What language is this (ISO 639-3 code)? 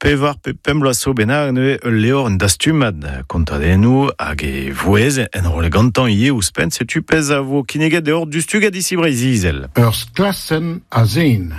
bre